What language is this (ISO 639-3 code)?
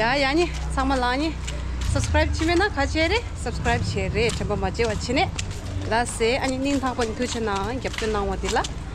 bod